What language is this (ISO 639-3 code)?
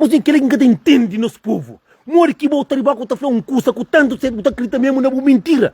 kea